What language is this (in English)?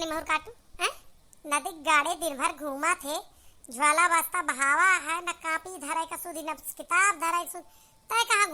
Awadhi